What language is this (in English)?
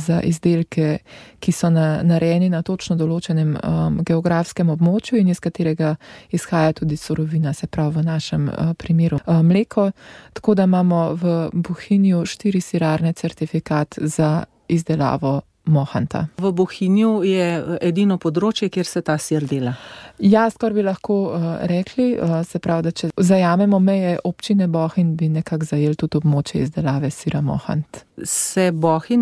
Slovenian